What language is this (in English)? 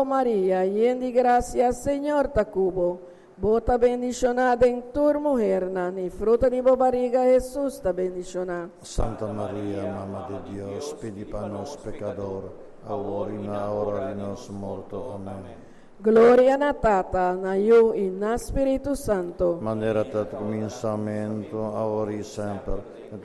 Papiamento